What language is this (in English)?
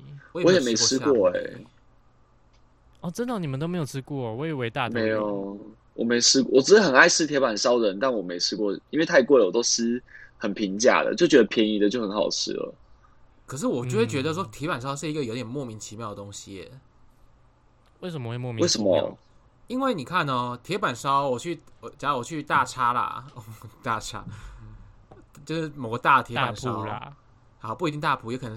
Chinese